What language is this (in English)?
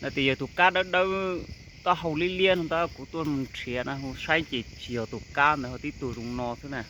Hmong